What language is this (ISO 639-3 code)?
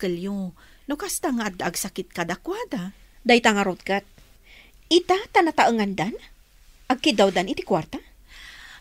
ilo